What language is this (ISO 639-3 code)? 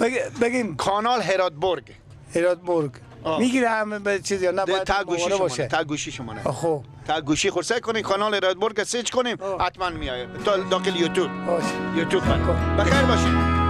fas